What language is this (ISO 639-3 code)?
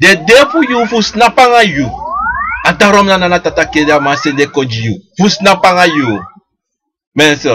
srn